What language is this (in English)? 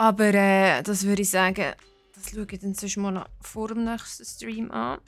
Swiss German